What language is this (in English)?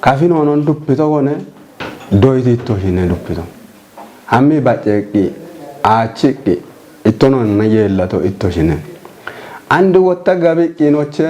Kafa